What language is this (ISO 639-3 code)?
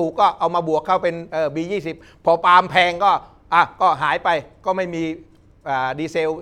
tha